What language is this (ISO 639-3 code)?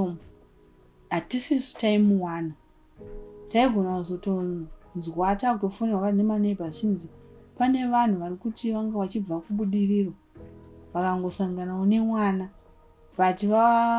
sna